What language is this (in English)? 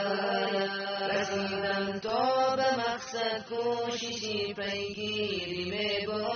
Tajik